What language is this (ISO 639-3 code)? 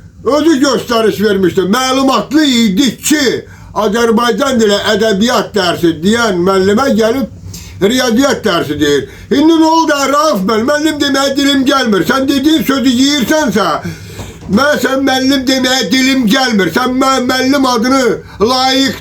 aze